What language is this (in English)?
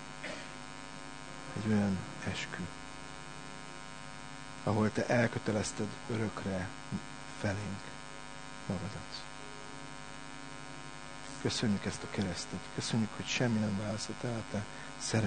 Hungarian